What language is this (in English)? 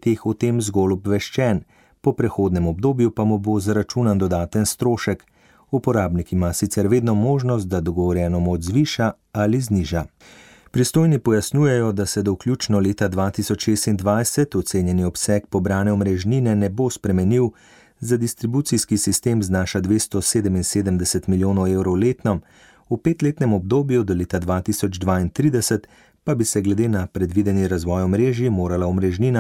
Slovenian